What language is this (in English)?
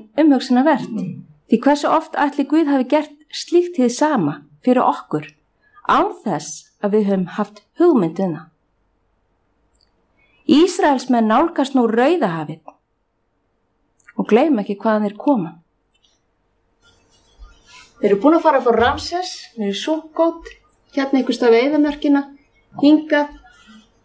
Icelandic